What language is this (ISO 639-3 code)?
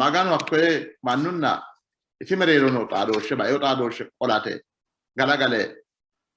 sid